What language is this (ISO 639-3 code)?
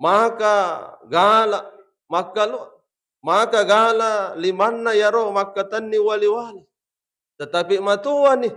bug